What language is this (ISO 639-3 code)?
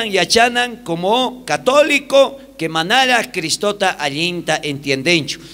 quh